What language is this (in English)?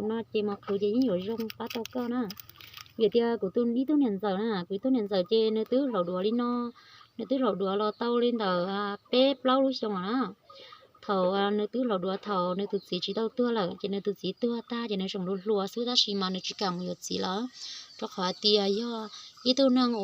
Hmong